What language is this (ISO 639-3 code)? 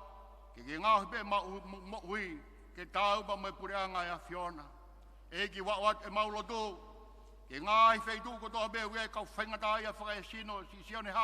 ton